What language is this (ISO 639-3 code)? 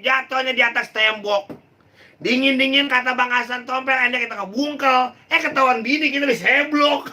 bew